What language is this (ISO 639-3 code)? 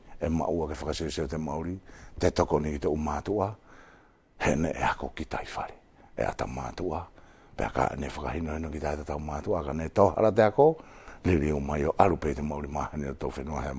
wls